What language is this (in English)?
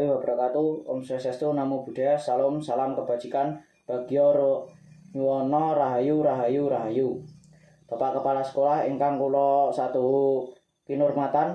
Javanese